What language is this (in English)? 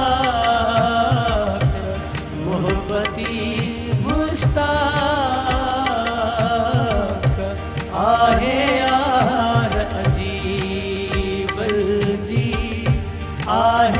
Urdu